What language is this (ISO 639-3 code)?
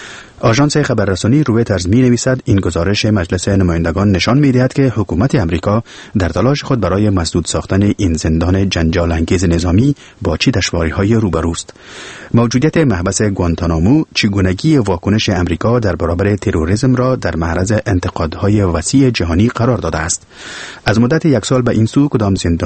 fas